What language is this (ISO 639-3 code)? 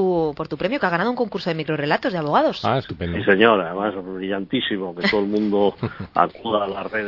spa